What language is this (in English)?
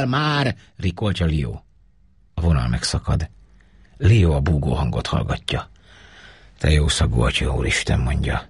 Hungarian